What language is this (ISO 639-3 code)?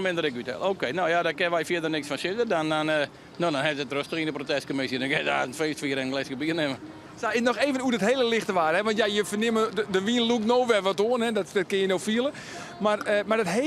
fry